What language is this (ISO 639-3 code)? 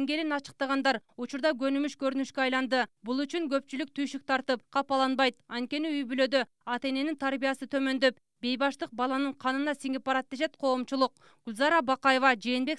kir